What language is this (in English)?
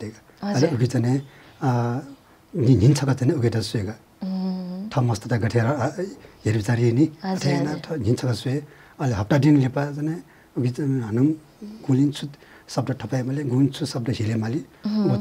Newari